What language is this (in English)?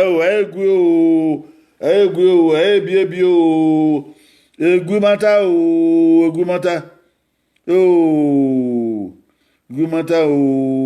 Bini